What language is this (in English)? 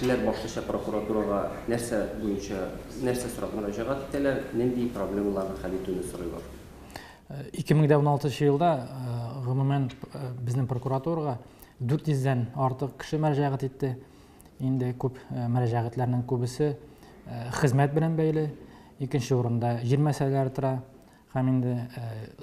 Tatar